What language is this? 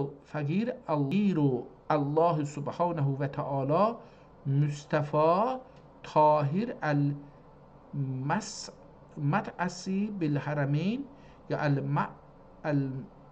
South Azerbaijani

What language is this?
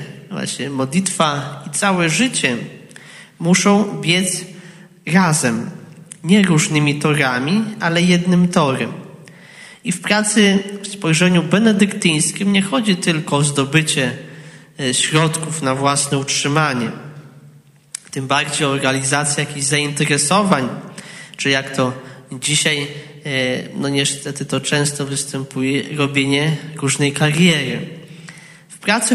Polish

